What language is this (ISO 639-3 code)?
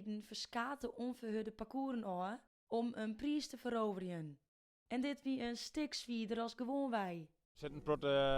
fry